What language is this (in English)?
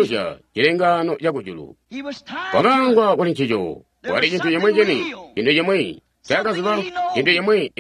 Tonga (Zambia)